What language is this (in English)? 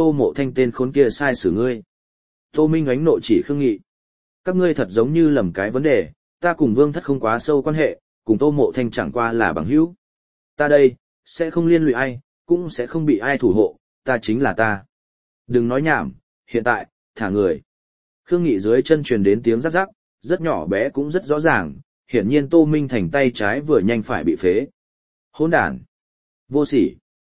Vietnamese